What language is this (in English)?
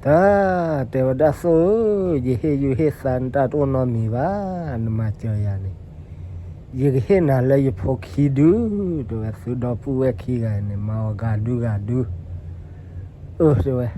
S'gaw Karen